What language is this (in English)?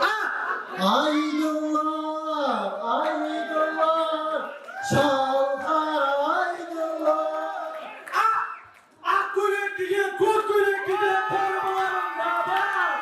Kara-Kalpak